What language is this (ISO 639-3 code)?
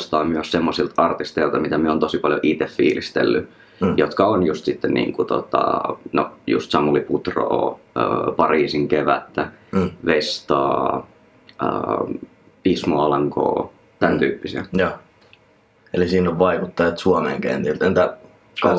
fin